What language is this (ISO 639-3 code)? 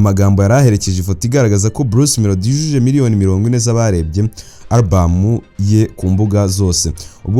kin